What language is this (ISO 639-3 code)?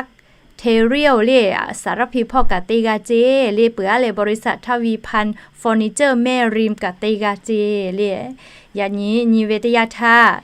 lhu